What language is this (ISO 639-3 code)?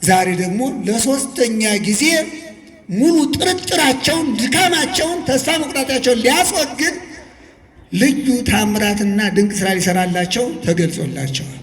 amh